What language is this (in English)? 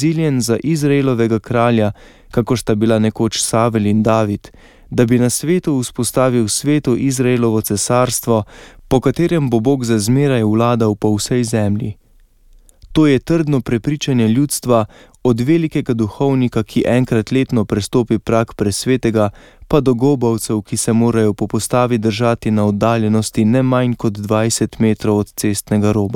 Slovenian